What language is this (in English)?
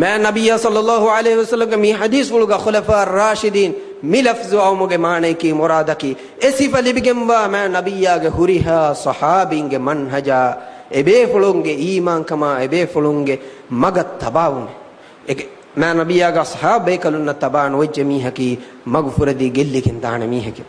Divehi